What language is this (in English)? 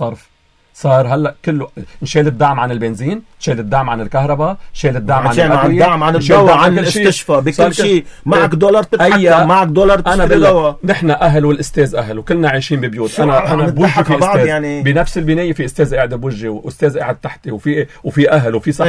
North Levantine Arabic